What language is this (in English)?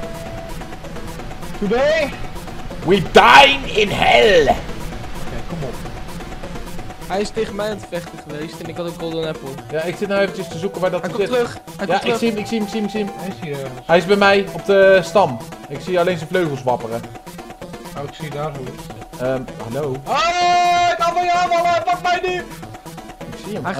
Dutch